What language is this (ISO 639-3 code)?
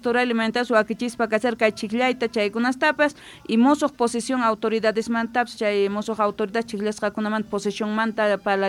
que